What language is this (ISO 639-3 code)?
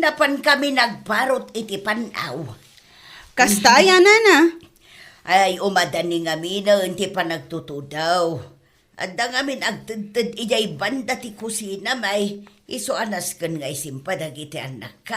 ilo